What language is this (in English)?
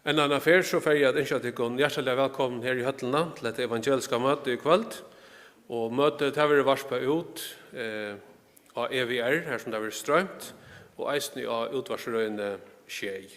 Faroese